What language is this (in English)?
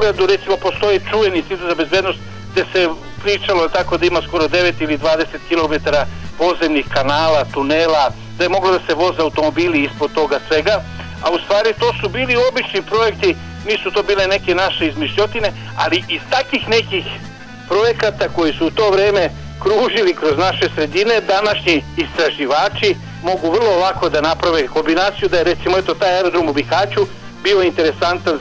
Serbian